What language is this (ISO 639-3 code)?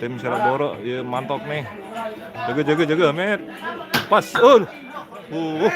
sas